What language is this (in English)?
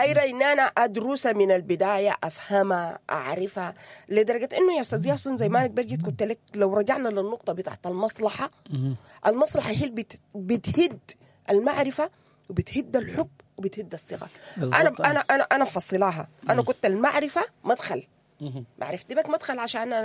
Sudanese Arabic